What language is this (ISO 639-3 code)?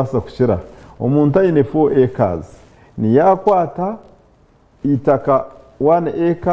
nyn